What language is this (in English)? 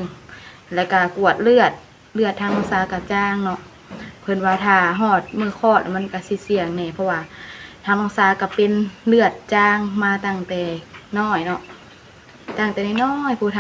Lao